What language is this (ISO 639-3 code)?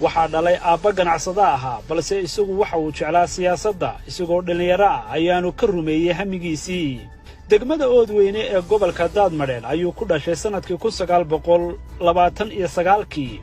som